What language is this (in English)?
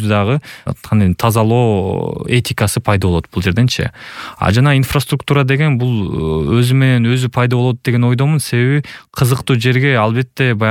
Kyrgyz